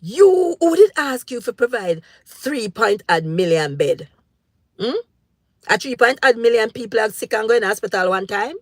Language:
Jamaican Creole English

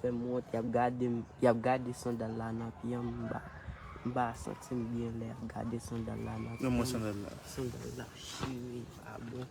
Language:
Haitian Creole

